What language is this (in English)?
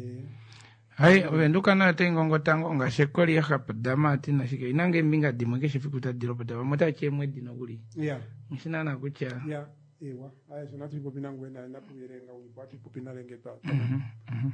Kuanyama